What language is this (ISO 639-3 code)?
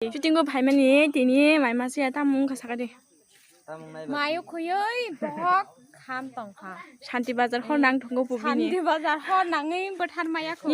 trp